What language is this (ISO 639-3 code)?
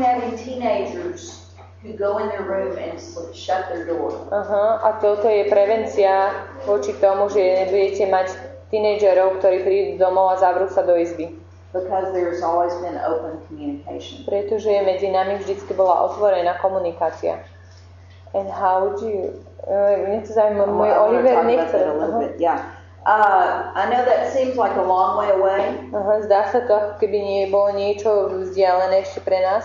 slk